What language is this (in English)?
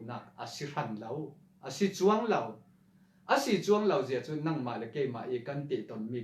Falam Chin